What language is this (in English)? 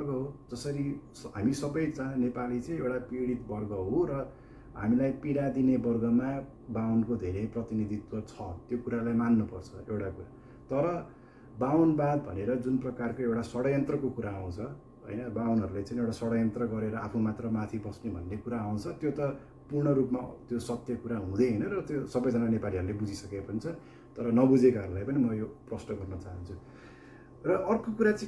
Nepali